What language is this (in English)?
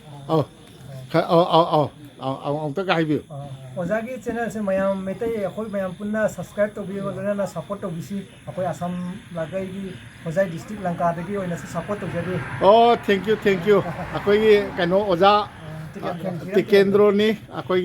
Manipuri